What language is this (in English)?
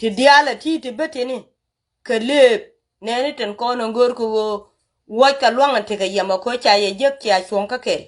Nuer